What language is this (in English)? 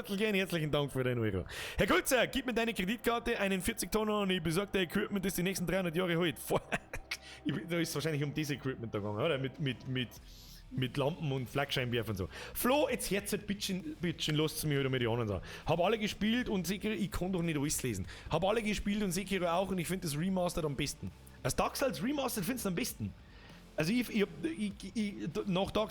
Bavarian